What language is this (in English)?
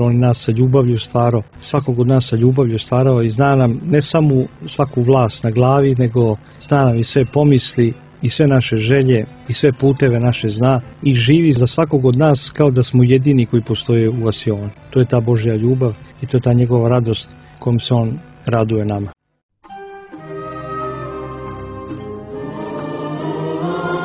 Serbian